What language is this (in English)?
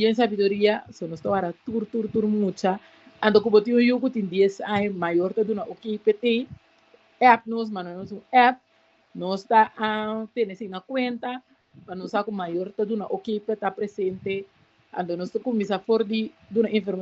Papiamento